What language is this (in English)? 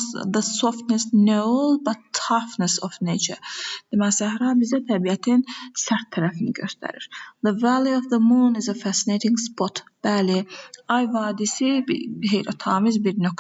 Azerbaijani